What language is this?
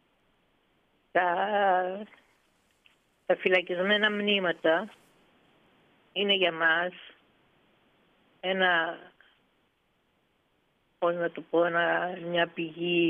Greek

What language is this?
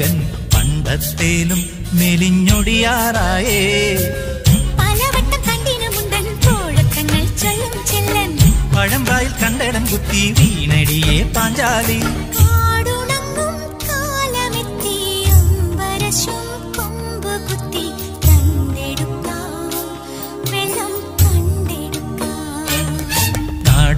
Malayalam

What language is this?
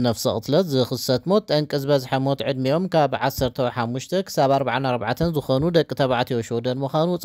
Tigrinya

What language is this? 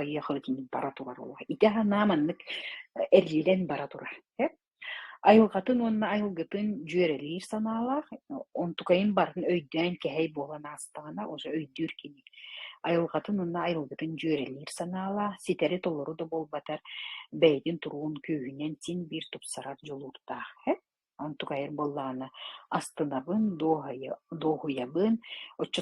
Yakut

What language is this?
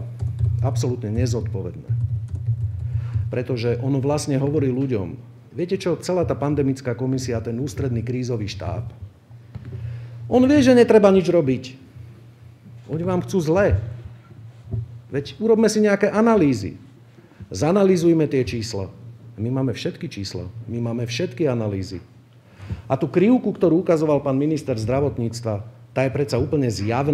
Slovak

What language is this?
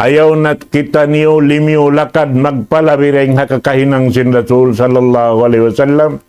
Tausug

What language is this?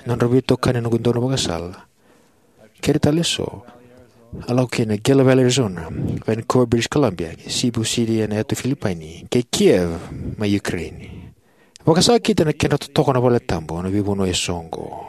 Fijian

